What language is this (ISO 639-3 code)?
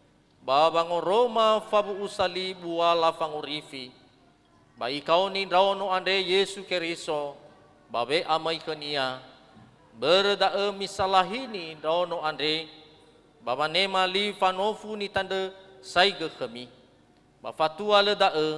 nia